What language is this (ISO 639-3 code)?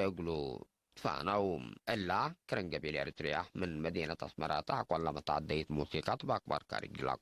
tig